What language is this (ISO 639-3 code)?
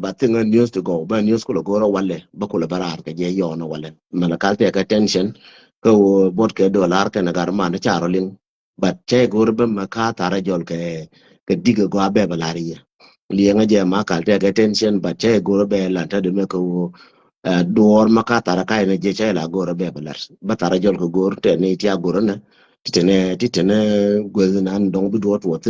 nus